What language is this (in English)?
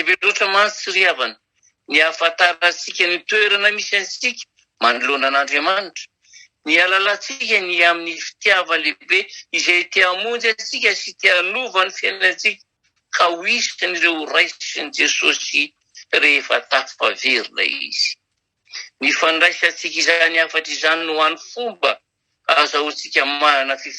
Malagasy